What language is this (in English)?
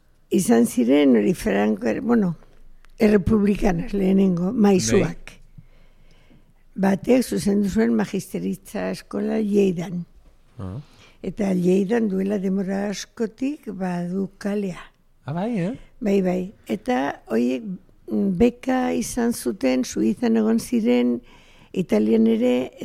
Basque